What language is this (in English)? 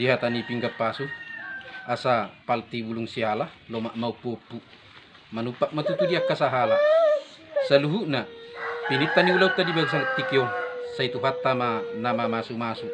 Batak Toba